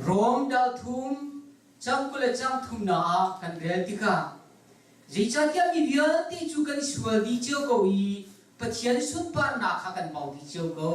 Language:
Hakha Chin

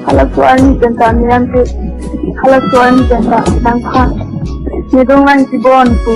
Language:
Karbi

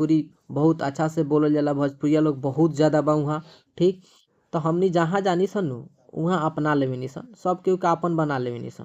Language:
Bhojpuri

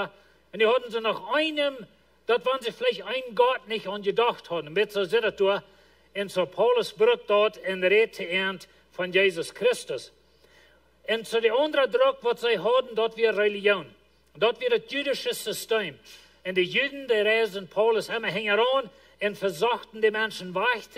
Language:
Plautdietsch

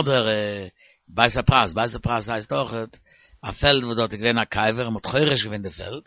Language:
Yiddish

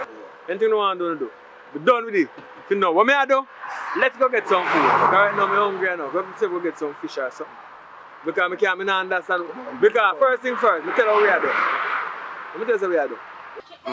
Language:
Jamaican Creole English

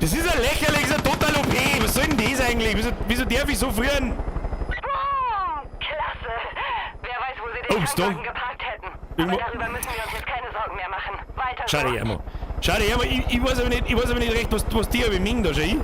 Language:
Bavarian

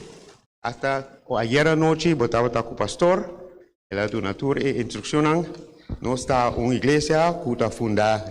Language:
Papiamento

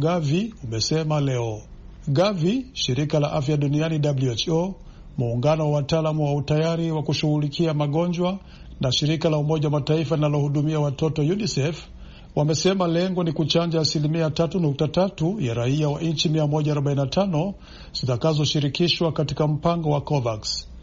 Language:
Swahili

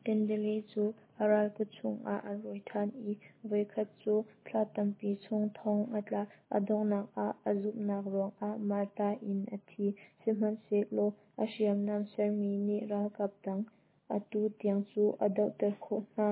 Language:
Hakha Chin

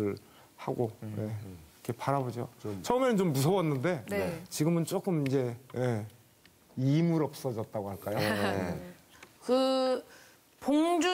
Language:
Korean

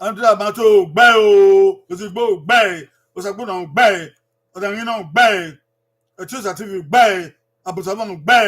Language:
Bini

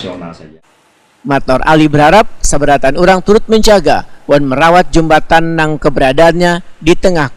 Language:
Banjar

